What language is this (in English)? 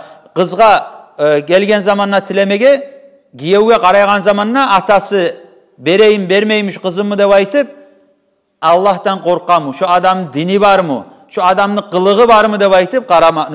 Kumyk